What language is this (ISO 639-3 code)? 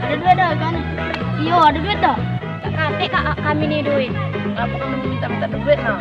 mui